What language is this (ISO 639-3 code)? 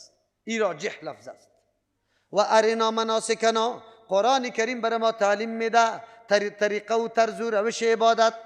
fas